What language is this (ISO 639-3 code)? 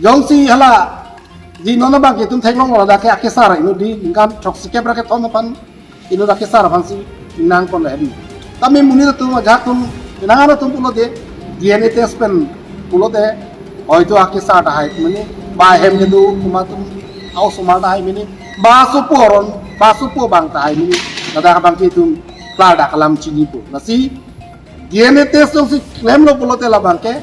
mjw